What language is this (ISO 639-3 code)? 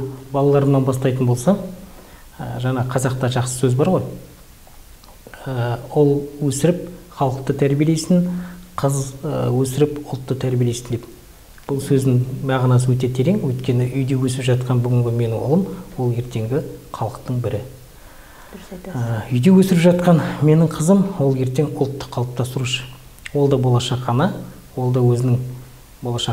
kaz